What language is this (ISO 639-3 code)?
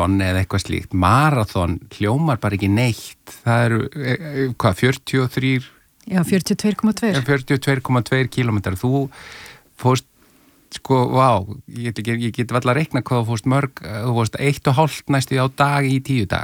isl